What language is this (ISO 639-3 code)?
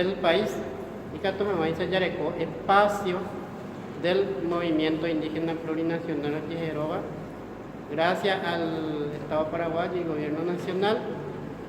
grn